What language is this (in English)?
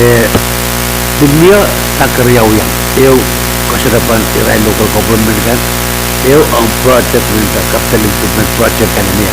Pohnpeian